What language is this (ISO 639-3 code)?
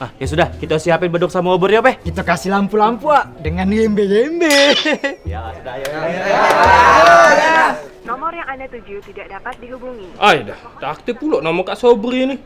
mui